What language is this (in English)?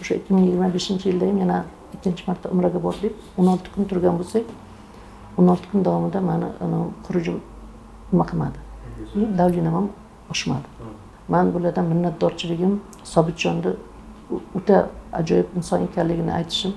Uzbek